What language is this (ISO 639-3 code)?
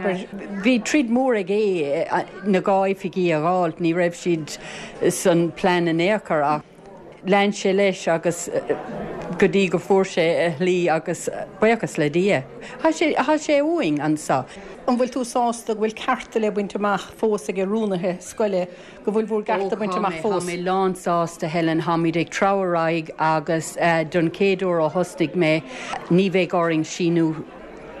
gle